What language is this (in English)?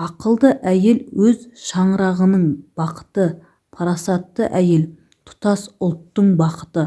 Kazakh